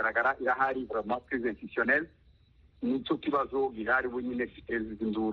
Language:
Kinyarwanda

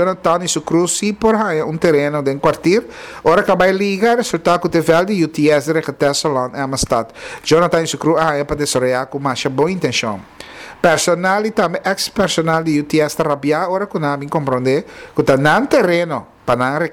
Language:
Papiamento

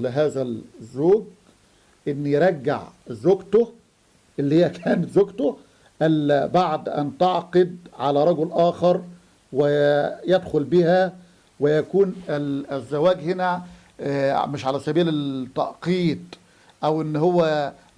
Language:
Egyptian Arabic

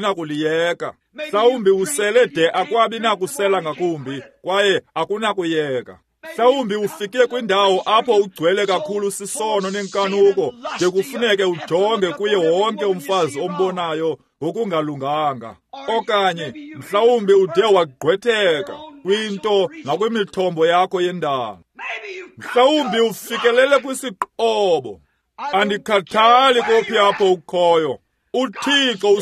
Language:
Xhosa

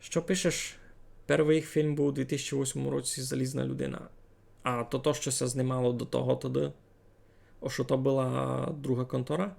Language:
Rusyn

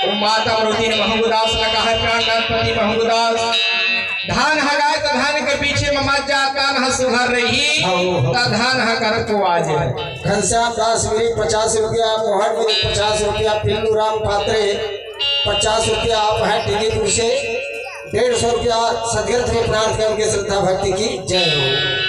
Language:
Chhattisgarhi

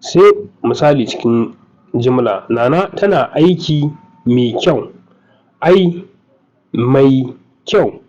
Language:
Hausa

